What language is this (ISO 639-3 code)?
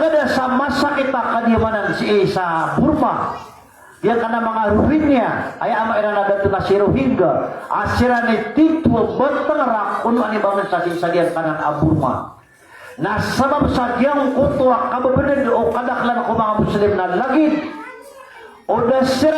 mrw